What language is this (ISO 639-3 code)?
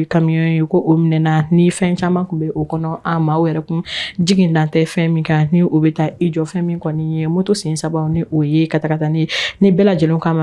bam